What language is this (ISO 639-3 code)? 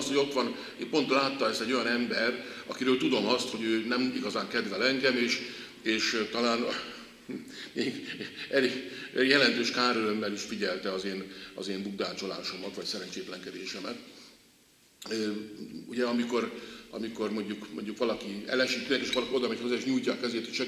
hun